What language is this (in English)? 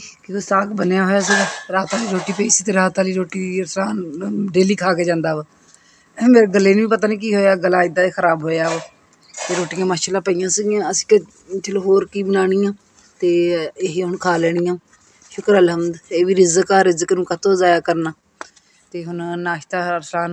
Punjabi